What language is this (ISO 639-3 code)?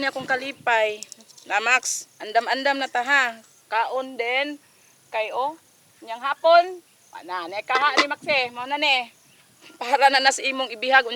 ceb